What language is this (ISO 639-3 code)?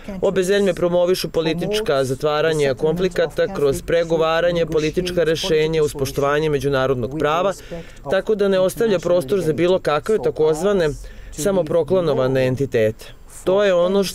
srp